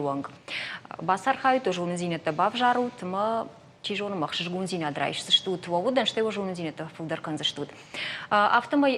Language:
Ossetic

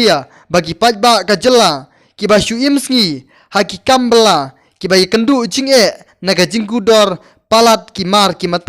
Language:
Khasi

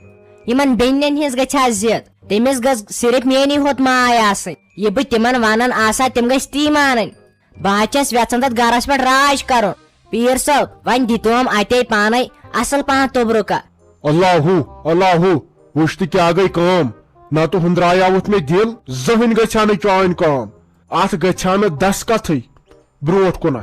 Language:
Kashmiri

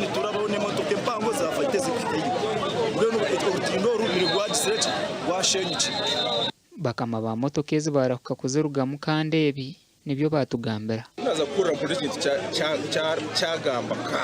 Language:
Nyankole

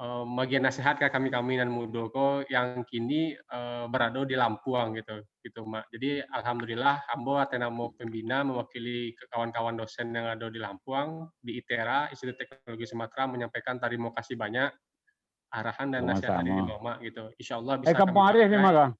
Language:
Minangkabau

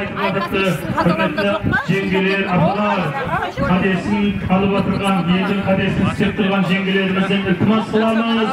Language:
Kara-Kalpak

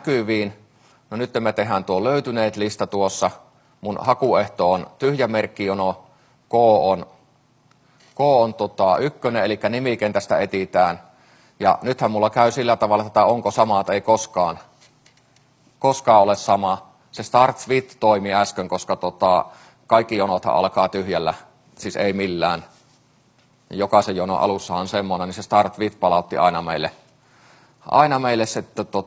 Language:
Finnish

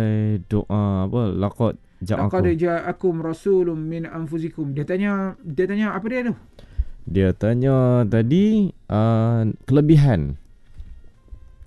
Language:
Malay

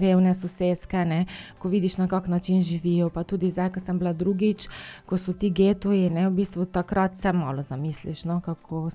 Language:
Slovenian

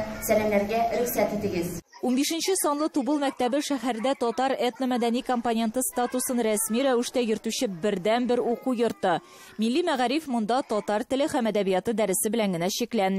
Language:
Tatar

